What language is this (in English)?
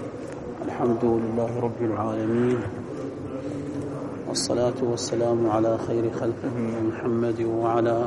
Arabic